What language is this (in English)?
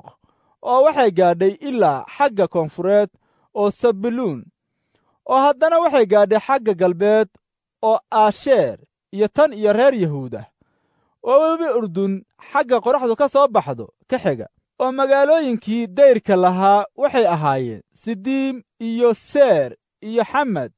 Somali